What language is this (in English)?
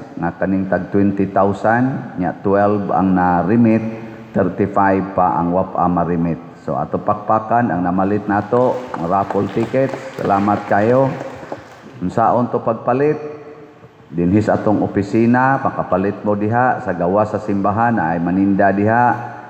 Cebuano